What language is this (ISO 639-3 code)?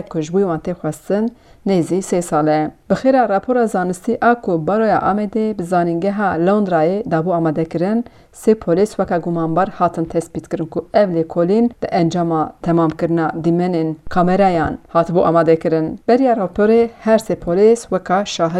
kur